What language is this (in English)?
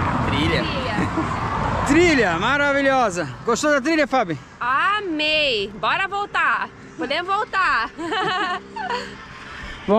Portuguese